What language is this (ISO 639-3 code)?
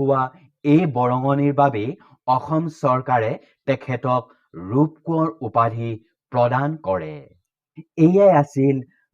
asm